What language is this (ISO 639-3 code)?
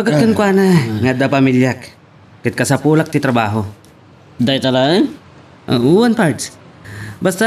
ilo